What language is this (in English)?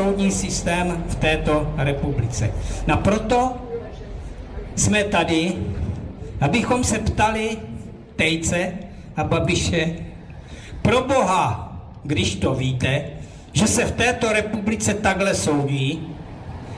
Czech